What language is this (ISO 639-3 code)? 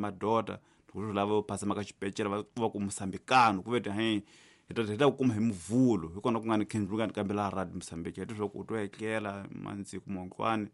tso